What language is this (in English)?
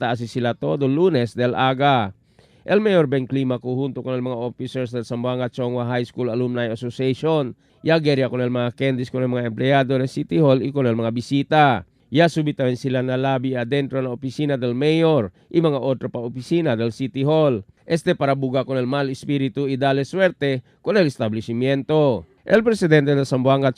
Chavacano